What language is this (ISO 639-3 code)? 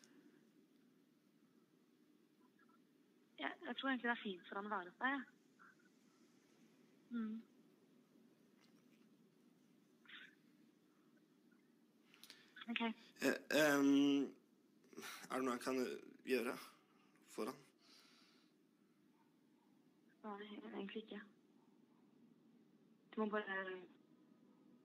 nor